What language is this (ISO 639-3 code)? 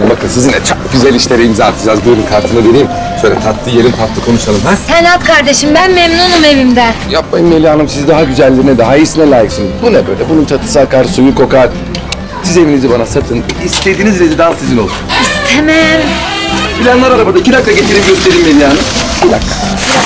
tur